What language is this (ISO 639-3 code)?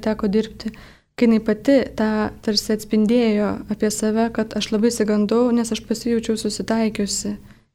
lit